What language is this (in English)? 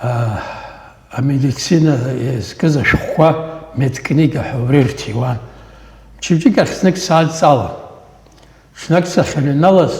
Abkhazian